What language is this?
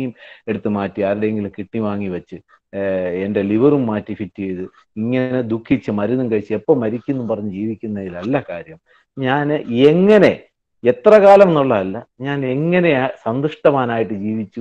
Malayalam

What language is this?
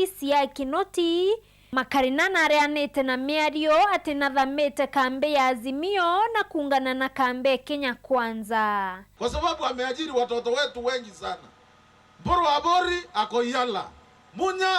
Meru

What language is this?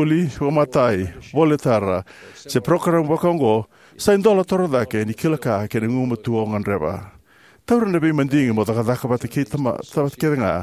Fijian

